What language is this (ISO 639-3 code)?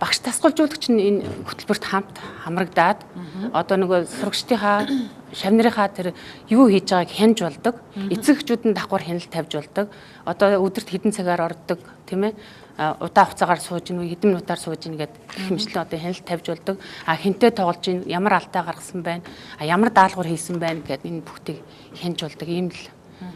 mon